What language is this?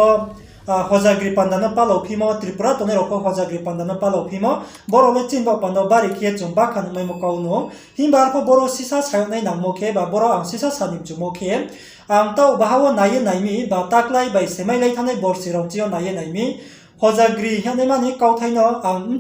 Riang (India)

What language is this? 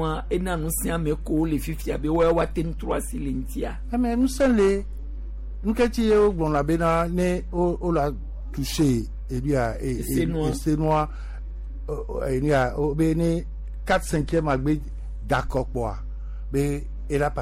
Gen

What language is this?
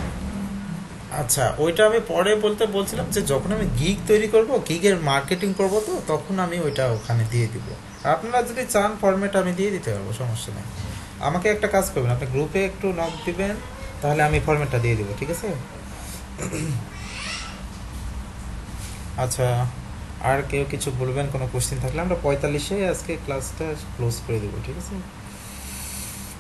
Bangla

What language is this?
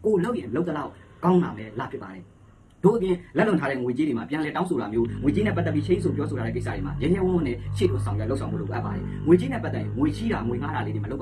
Burmese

